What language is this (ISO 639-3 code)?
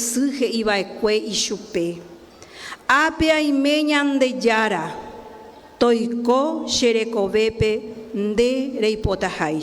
grn